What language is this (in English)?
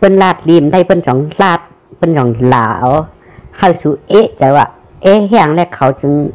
Shan